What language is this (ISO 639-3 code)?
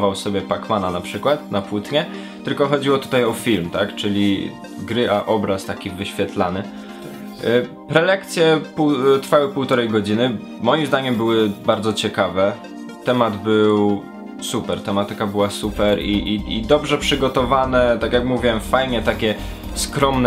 pol